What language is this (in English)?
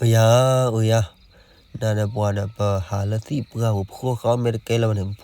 S'gaw Karen